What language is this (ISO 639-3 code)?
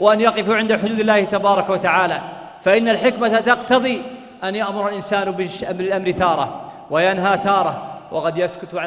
ara